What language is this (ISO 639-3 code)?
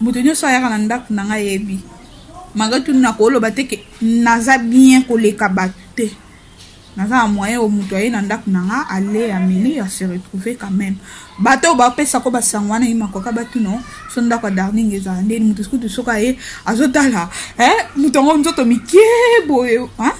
lin